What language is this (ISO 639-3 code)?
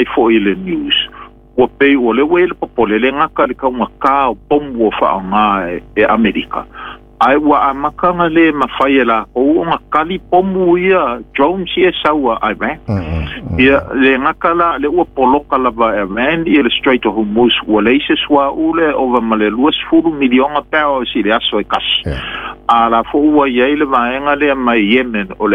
smo